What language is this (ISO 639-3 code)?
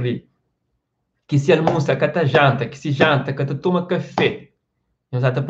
kea